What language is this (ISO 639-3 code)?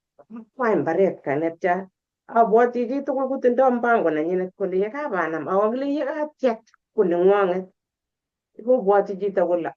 kln